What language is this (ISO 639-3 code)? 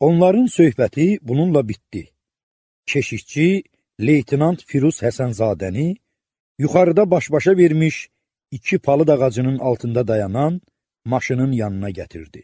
aze